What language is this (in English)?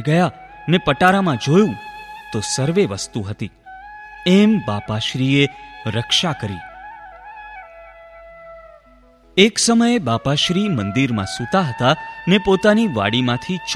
Gujarati